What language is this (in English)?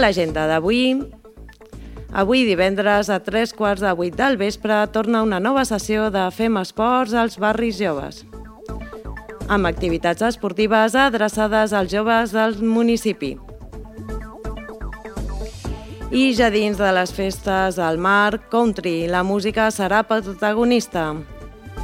Catalan